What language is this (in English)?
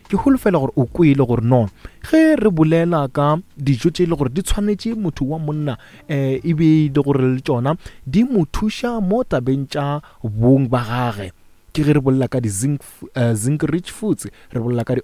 Northern Sotho